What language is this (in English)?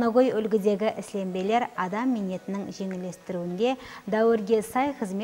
Kara-Kalpak